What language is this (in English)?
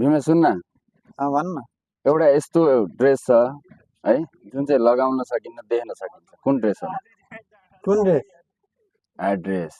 Nepali